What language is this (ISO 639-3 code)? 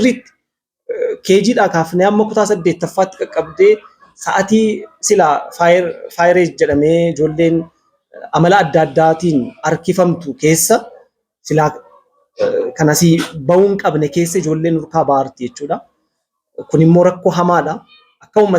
orm